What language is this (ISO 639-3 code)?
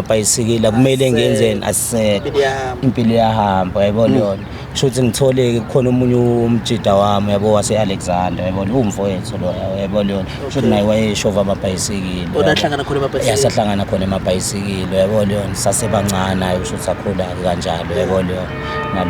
zul